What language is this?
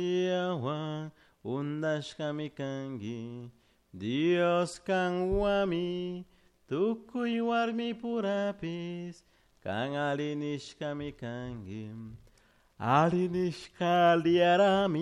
Chimborazo Highland Quichua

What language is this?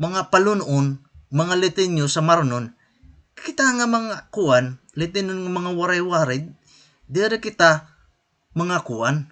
Waray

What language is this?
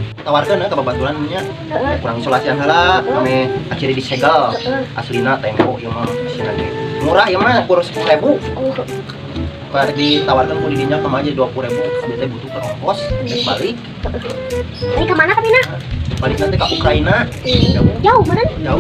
Sundanese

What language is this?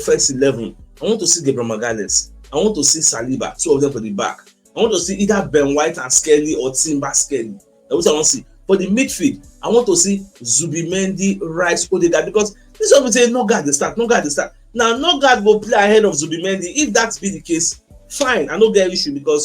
Nigerian Pidgin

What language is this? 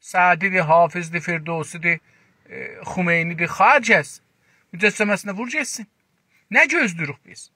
South Azerbaijani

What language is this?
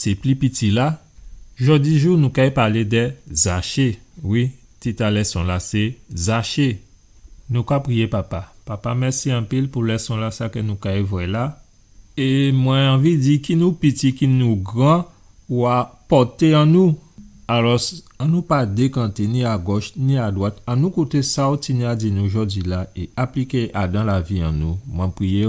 Guadeloupean Creole French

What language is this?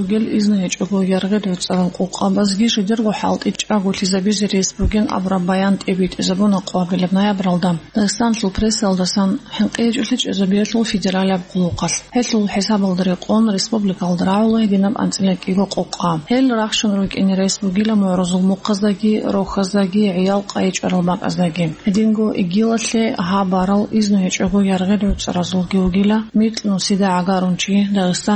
Avaric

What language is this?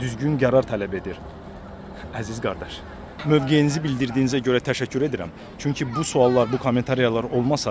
Azerbaijani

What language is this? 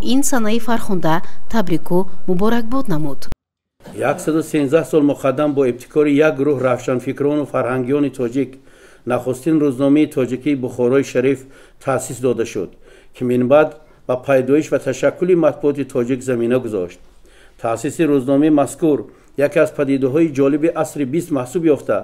Tajik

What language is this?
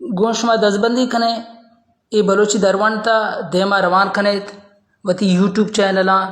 Baluchi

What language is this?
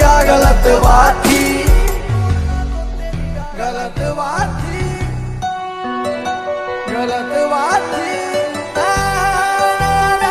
Punjabi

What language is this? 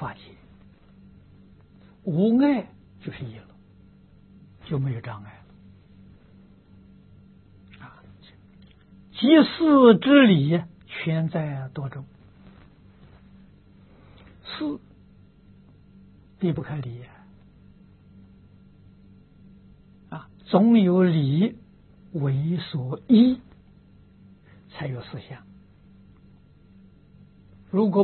Chinese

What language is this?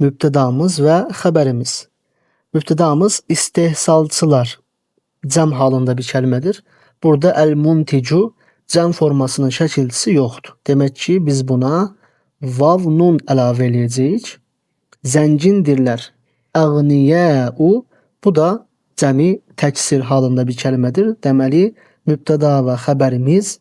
Azerbaijani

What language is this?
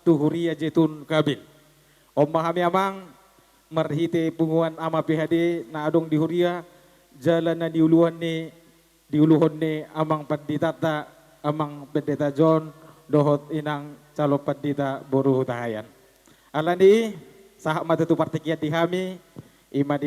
Batak Toba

